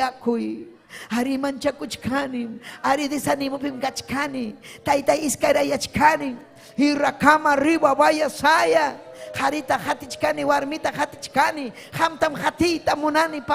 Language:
Ayacucho Quechua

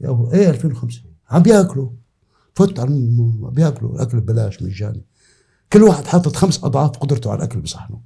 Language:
North Levantine Arabic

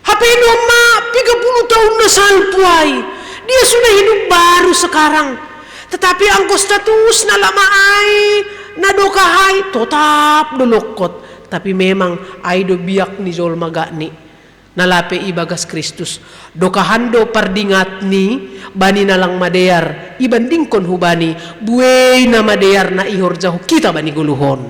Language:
Batak Simalungun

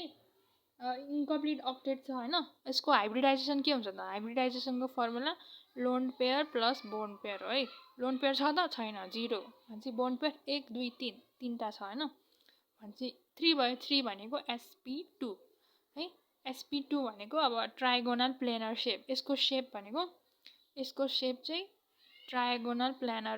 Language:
Nepali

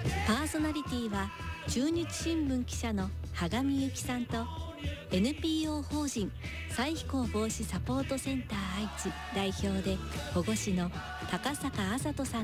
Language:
Japanese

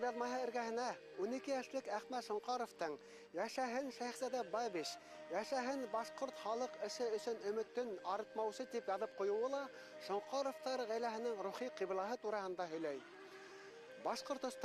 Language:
Bashkir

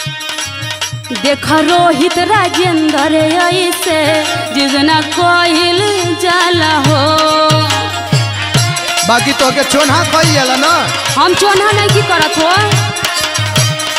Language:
Bhojpuri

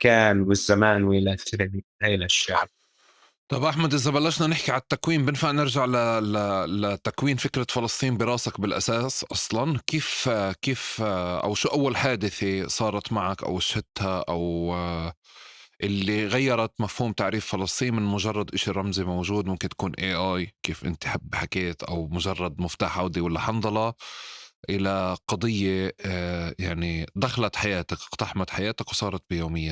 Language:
North Levantine Arabic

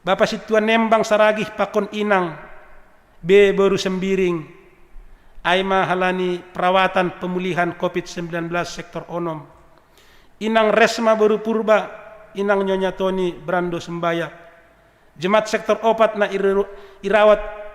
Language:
Batak Simalungun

